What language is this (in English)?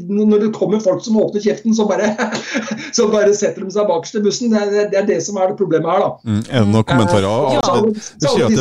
Norwegian